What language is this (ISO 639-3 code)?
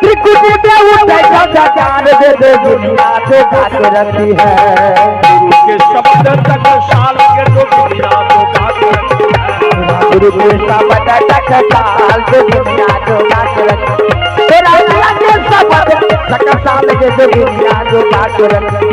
mai